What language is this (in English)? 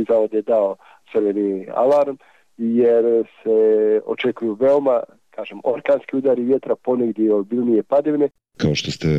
Bosnian